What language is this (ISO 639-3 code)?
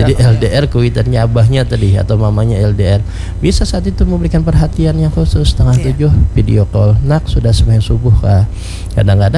bjn